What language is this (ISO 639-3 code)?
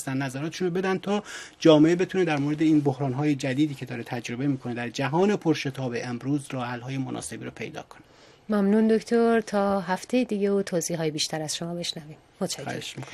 fas